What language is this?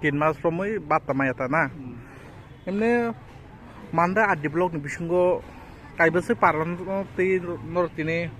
Kok Borok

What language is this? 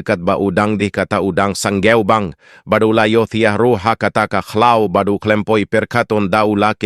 Khasi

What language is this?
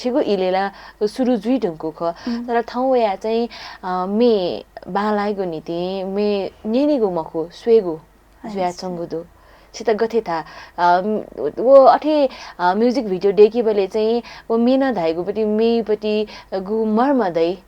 Newari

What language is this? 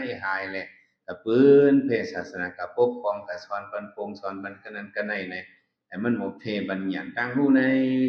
Shan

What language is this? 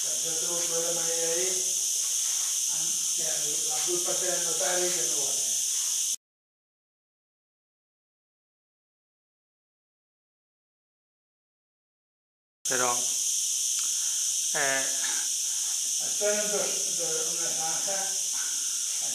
Catalan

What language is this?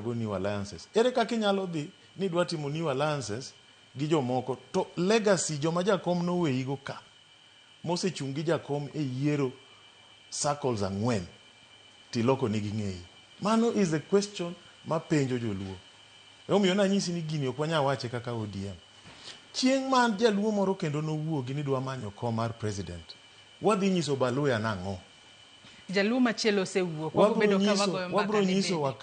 Luo (Kenya and Tanzania)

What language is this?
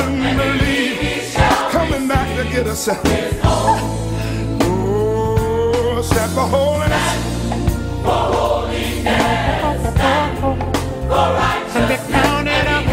English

